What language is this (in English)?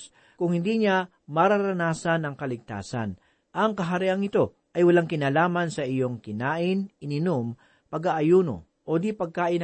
Filipino